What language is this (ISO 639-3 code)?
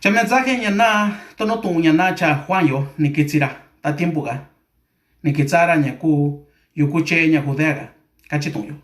mix